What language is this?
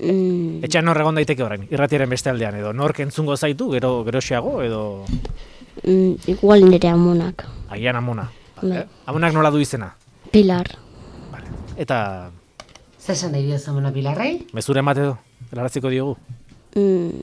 Basque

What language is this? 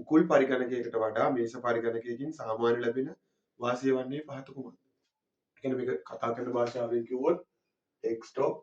Sinhala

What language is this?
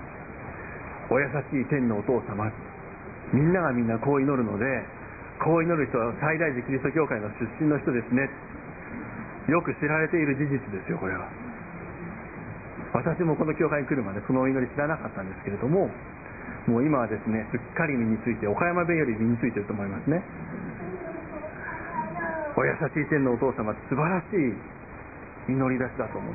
Japanese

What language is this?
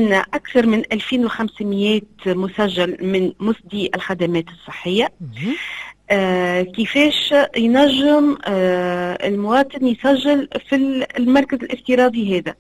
Tunisian Arabic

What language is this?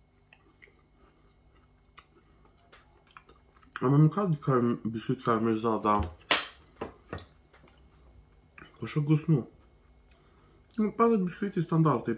Romanian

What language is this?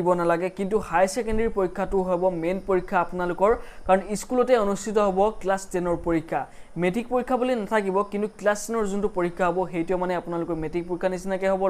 Assamese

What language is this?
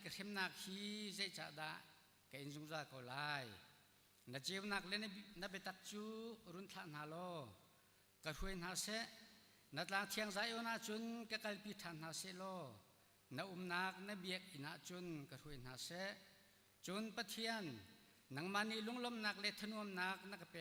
Hakha Chin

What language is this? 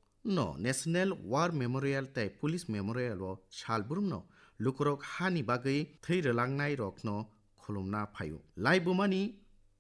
Kok Borok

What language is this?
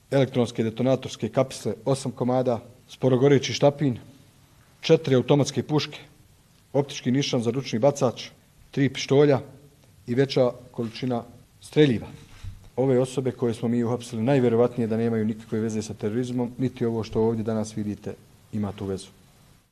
Bosnian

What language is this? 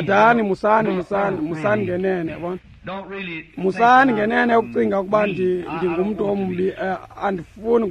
Xhosa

